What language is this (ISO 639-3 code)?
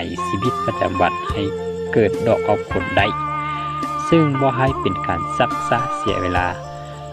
lao